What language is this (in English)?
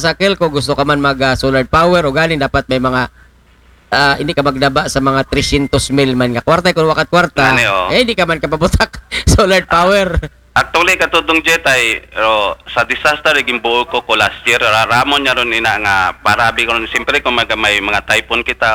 Aklanon